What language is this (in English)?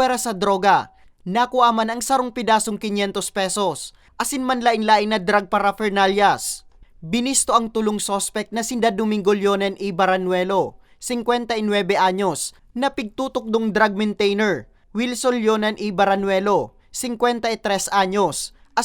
Bikol